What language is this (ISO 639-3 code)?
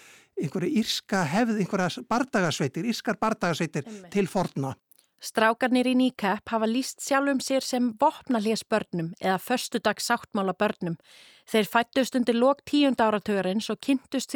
isl